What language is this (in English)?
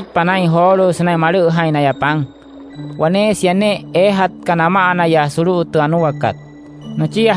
Wayuu